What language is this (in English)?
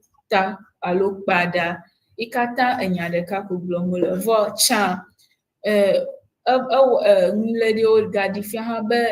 Ewe